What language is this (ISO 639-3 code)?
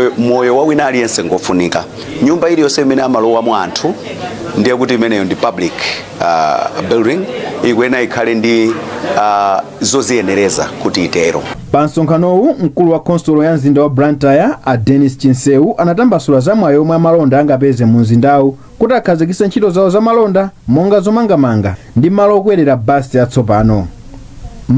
nya